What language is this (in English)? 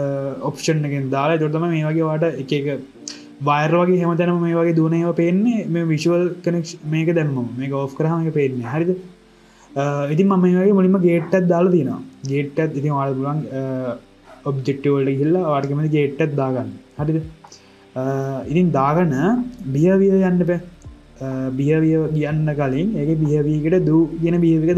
Sinhala